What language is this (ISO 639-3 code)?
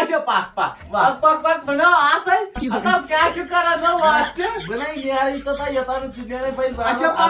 kas